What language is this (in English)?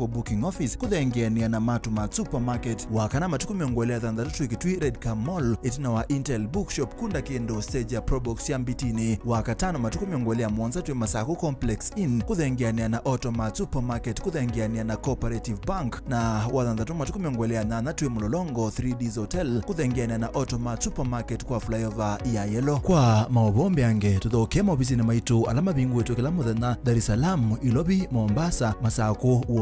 Kamba